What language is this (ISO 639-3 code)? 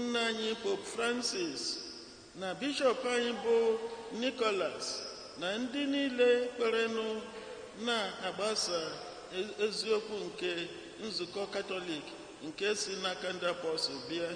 ibo